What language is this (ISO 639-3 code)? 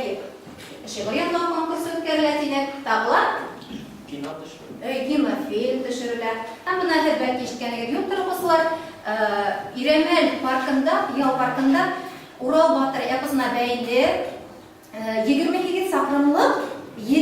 bak